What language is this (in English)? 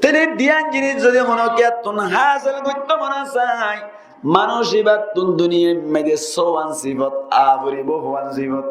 Rohingya